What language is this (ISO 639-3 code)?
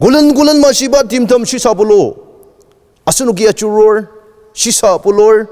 njo